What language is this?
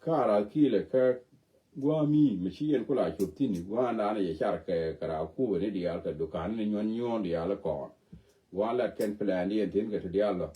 Nuer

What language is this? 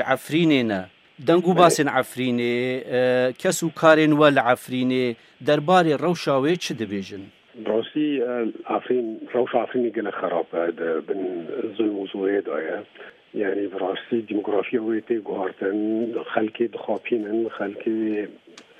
Kurdish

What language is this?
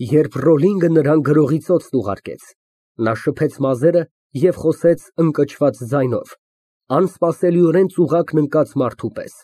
Armenian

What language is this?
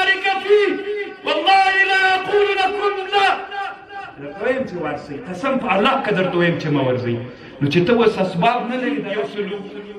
Pashto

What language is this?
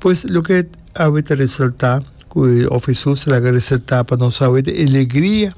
Papiamento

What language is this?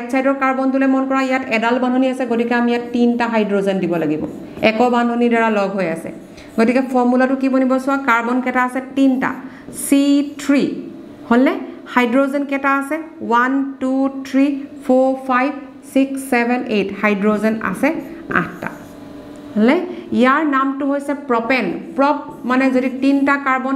Assamese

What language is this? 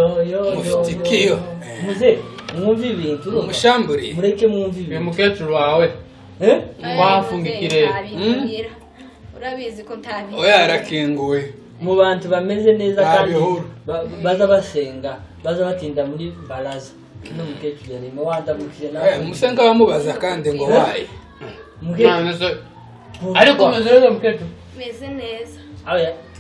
Kinyarwanda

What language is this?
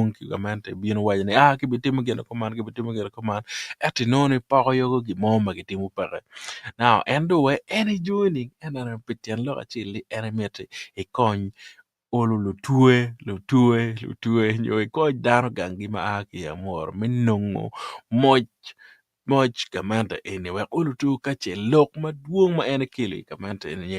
Acoli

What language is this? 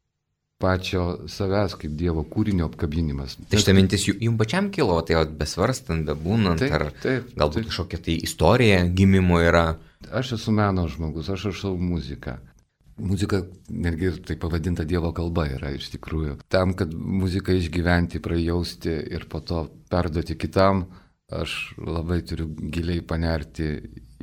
Lithuanian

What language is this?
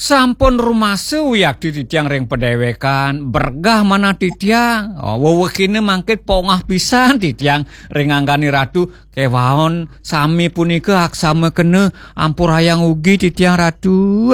Balinese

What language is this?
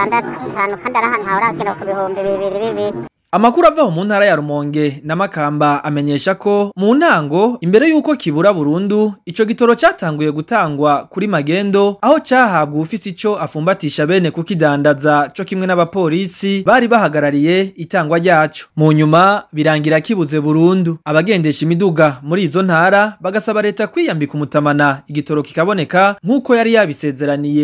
Rundi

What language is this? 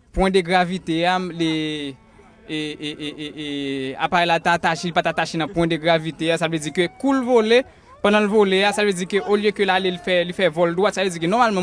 Haitian Creole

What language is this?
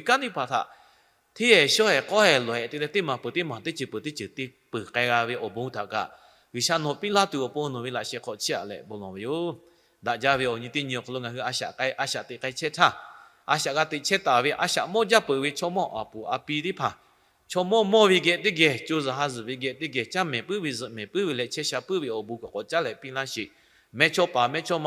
Lahu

